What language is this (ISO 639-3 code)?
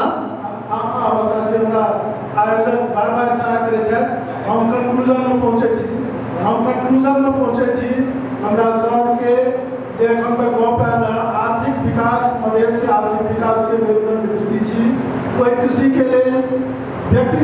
mai